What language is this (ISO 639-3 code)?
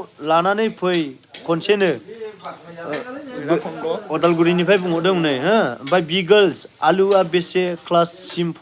brx